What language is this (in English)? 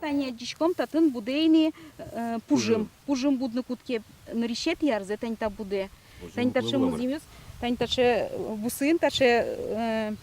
Udmurt